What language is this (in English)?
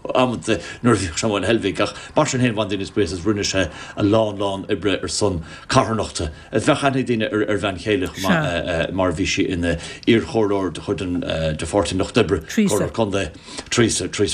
Irish